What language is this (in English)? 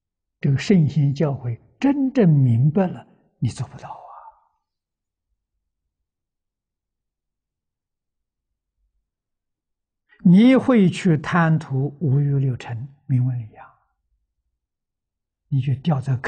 Chinese